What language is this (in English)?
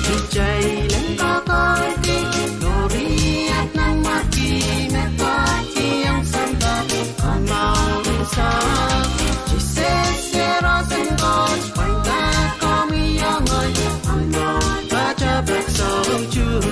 Pohnpeian